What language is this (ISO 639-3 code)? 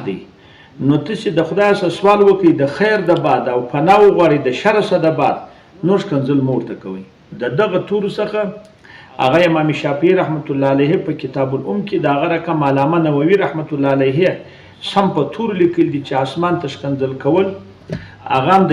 pus